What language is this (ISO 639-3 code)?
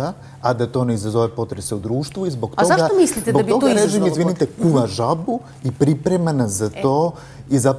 srp